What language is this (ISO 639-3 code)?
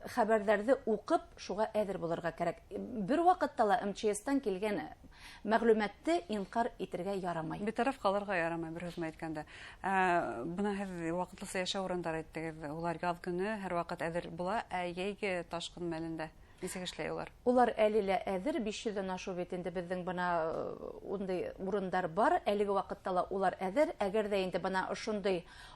bak